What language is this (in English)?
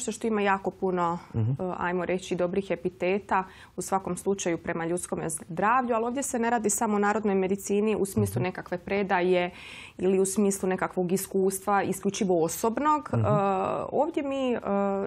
Croatian